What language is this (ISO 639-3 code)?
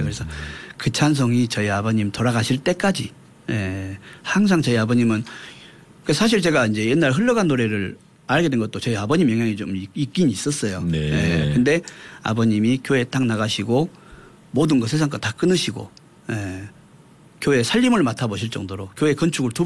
kor